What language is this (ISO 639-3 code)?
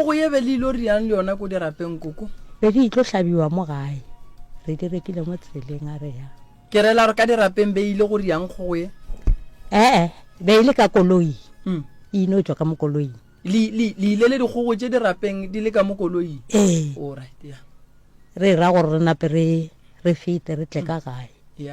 nso